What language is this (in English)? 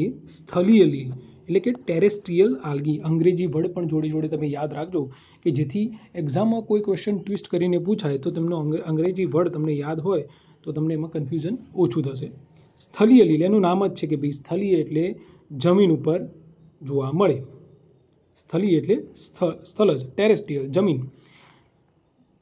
Gujarati